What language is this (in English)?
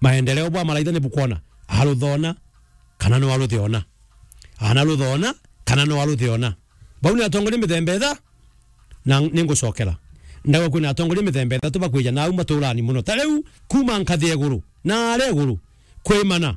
Meru